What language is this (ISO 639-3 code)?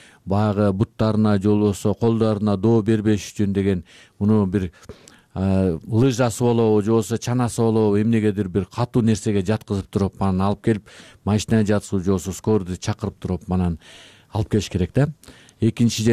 kir